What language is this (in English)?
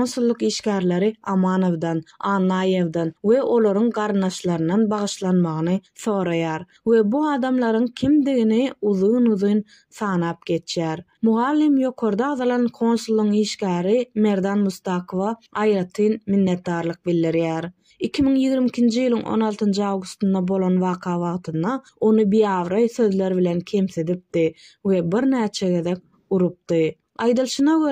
Turkmen